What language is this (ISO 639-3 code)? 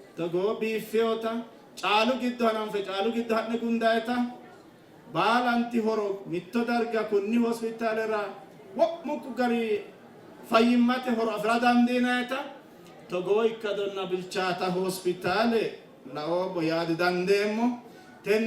sid